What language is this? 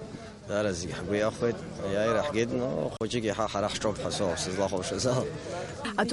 Abkhazian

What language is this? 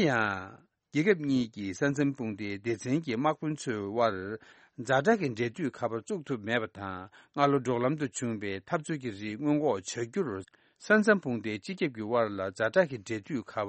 Tibetan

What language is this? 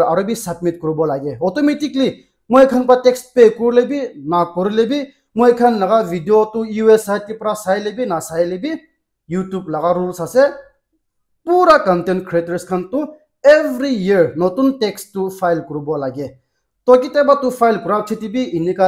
Naga Pidgin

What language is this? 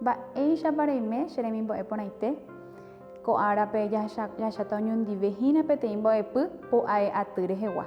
Guarani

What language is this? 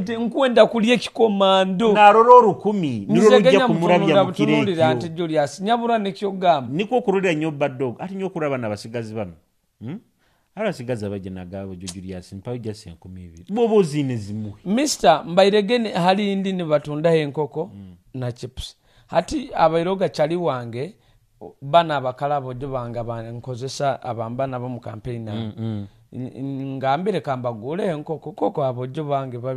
Nyoro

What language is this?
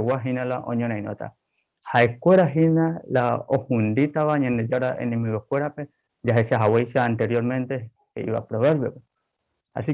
Guarani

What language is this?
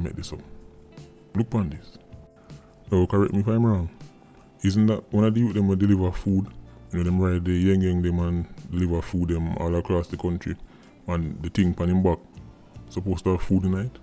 Jamaican Creole English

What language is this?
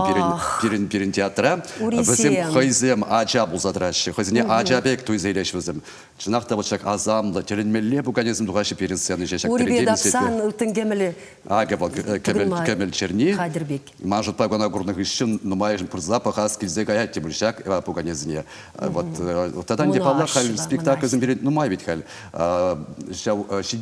Chuvash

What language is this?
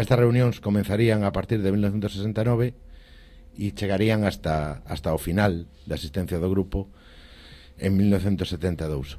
Galician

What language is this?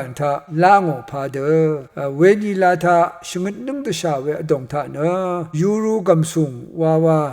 Rawang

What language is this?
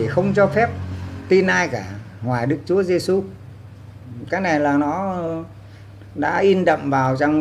Vietnamese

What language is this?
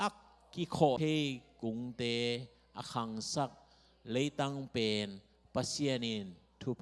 Tedim Chin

